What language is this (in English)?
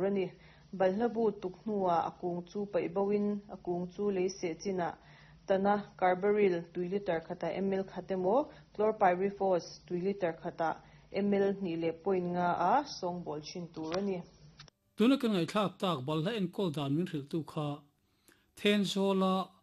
Mizo